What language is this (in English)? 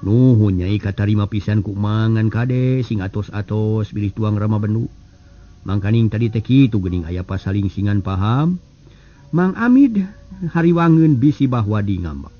Sundanese